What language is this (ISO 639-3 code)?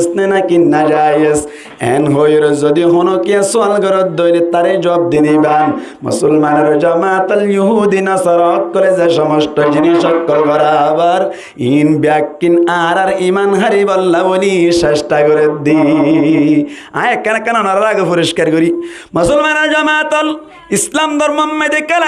rhg